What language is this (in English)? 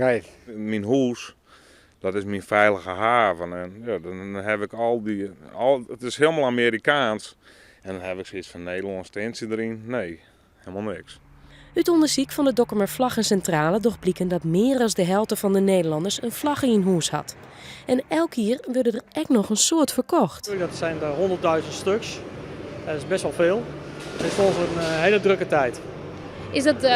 Western Frisian